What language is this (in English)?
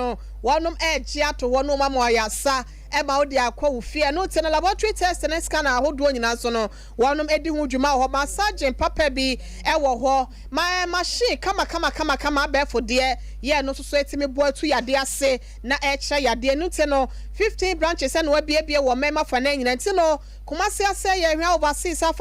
Akan